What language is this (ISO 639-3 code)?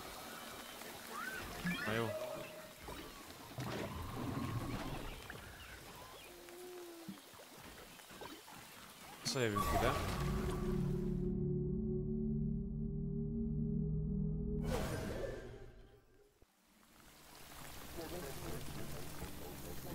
hun